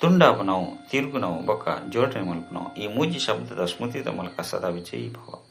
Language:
Tulu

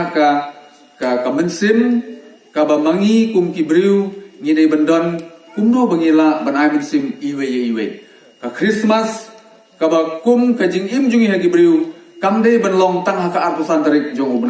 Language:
Khasi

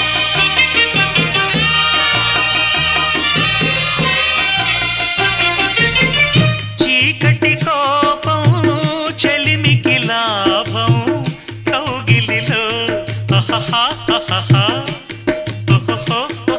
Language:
Telugu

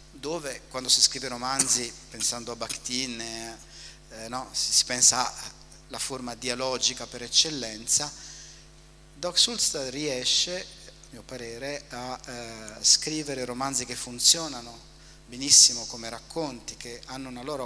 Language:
Italian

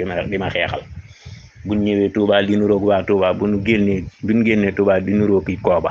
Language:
Wolof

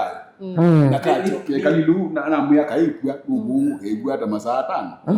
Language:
Kamba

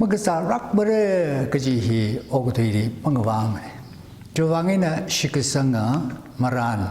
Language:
Tangkhul Naga (India)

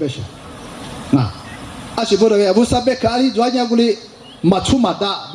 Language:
Lisu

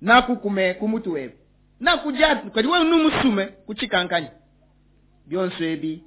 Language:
Luba-Lulua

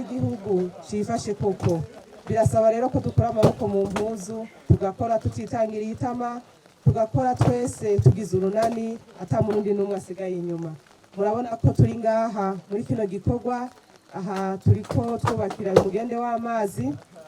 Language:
Rundi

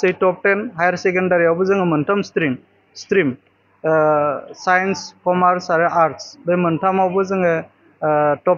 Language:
Bodo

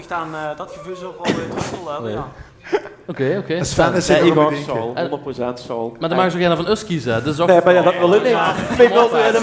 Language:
Limburgish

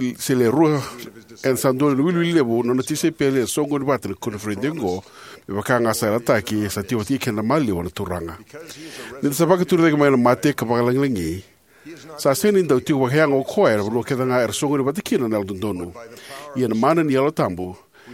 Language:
Fijian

